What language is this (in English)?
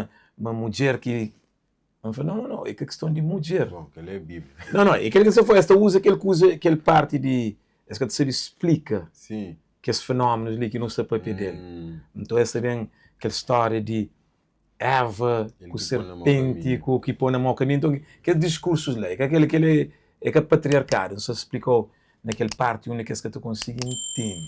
Kabuverdianu